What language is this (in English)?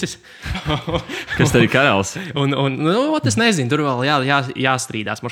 Latvian